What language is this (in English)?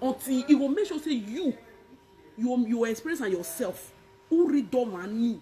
Nigerian Pidgin